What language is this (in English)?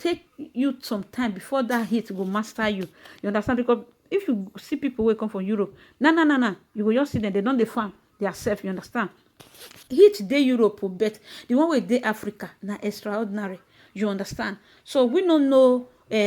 Nigerian Pidgin